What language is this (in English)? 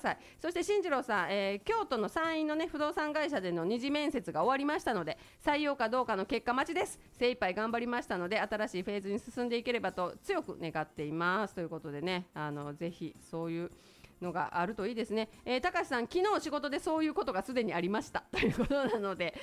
Japanese